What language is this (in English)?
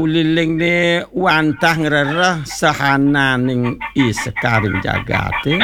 Balinese